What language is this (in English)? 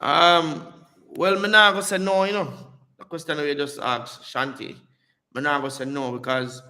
Jamaican Creole English